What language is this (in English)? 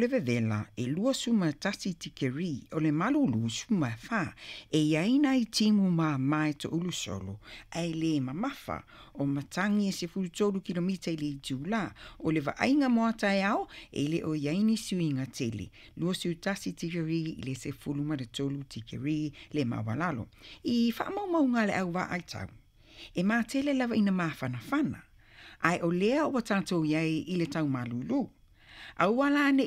Samoan